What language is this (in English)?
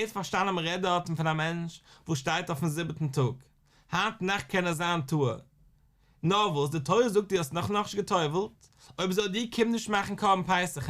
Yiddish